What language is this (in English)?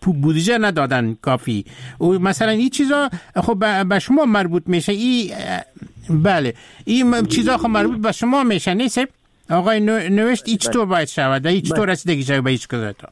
Persian